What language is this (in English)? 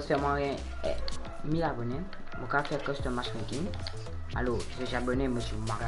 Morisyen